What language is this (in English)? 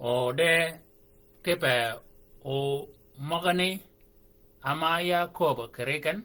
Shilluk